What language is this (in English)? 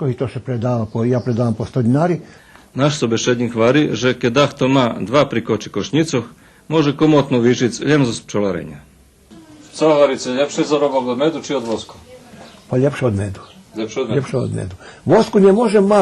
Rusyn